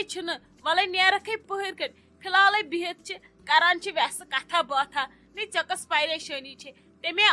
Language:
Kashmiri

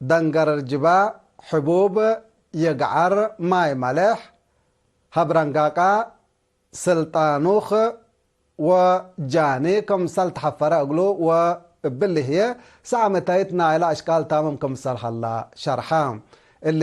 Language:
Tigre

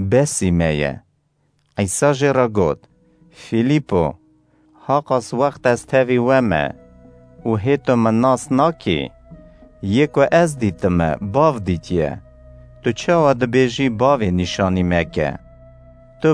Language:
Kurdish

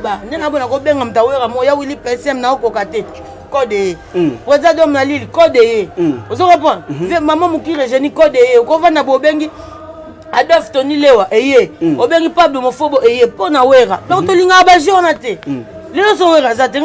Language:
Lingala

